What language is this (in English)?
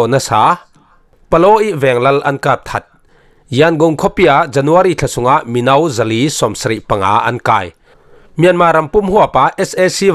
Falam Chin